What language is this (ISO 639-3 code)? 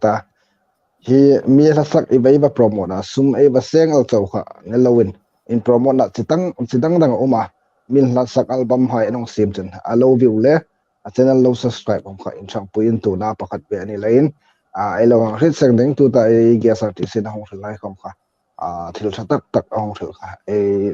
hmr